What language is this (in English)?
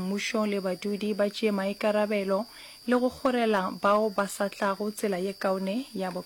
Northern Sotho